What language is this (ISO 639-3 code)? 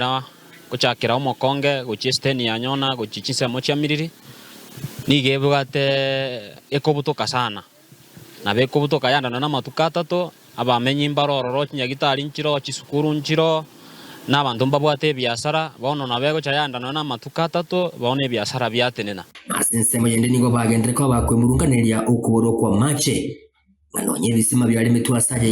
guz